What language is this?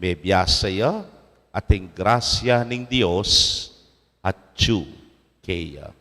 Pampanga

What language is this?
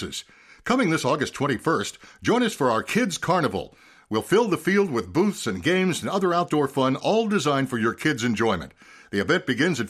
English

